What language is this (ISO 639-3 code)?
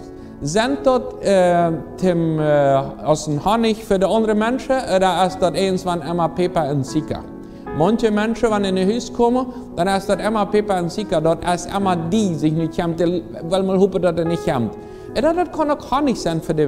pdt